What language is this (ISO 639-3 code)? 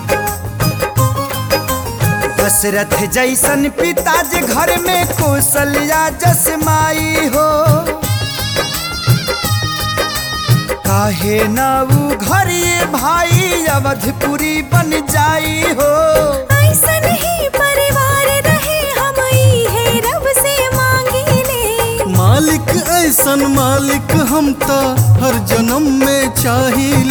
bho